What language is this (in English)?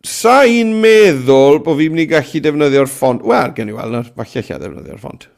Welsh